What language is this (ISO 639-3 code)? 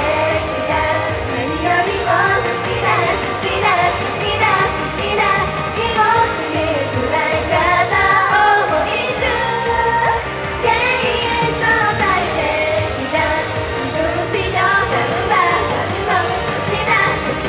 jpn